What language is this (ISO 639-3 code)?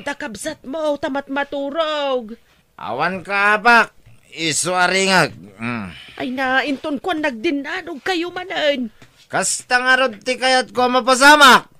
ilo